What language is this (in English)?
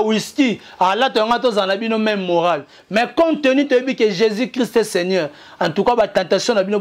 Lingala